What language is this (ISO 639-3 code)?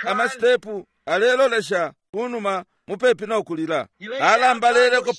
bem